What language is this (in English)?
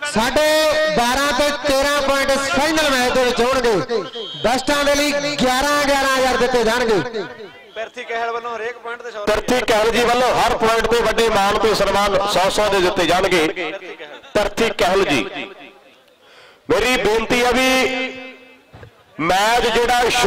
Punjabi